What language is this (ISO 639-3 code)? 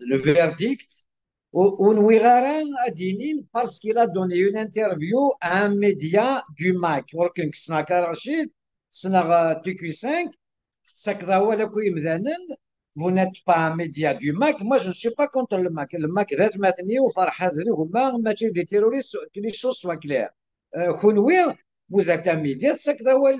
kab